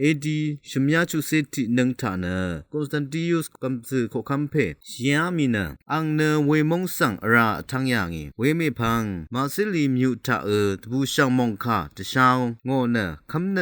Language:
Rawang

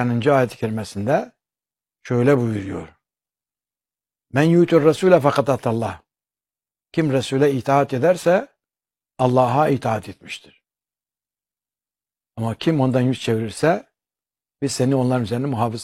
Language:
Turkish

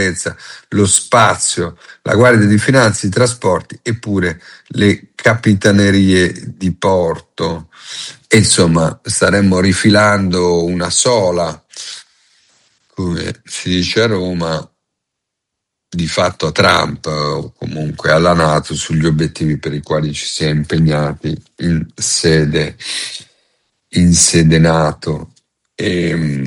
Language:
Italian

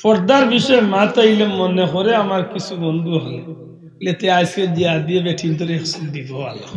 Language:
Sylheti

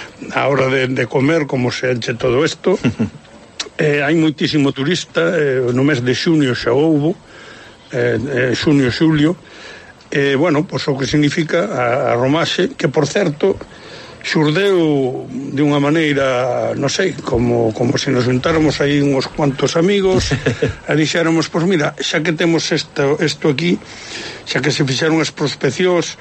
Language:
Galician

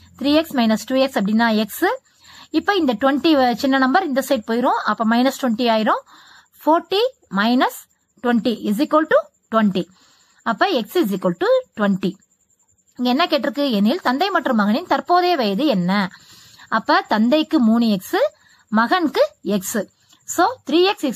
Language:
Tamil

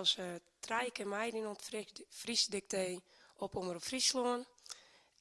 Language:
Western Frisian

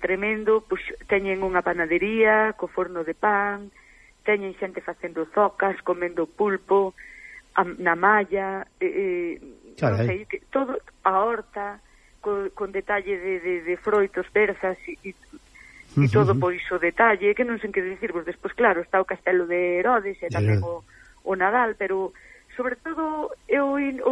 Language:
Galician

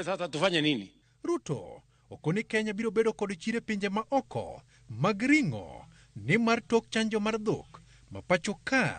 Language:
Luo (Kenya and Tanzania)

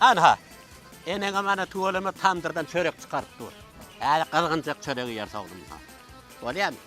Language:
Turkmen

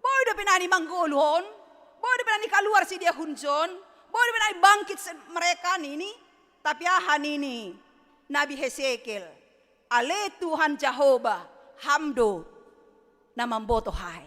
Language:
Batak Simalungun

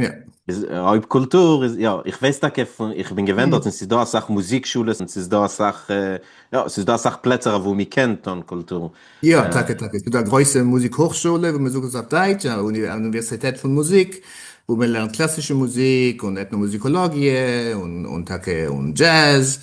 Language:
Yiddish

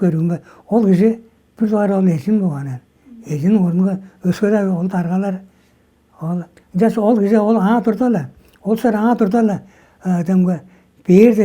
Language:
Tuvinian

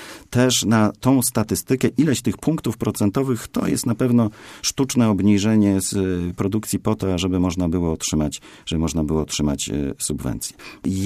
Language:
Polish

